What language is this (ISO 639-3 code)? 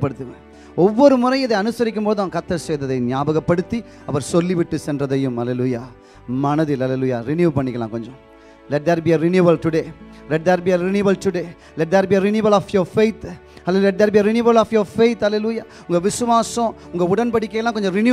tam